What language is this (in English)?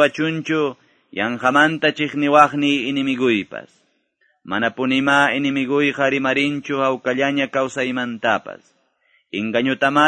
Quechua